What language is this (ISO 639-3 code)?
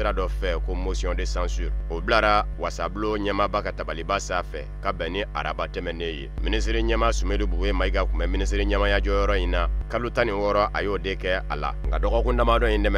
bam